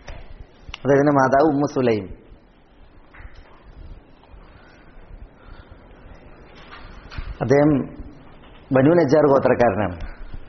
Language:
Malayalam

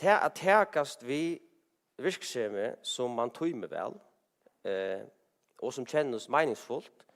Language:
Faroese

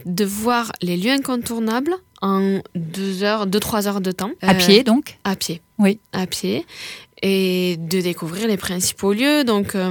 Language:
French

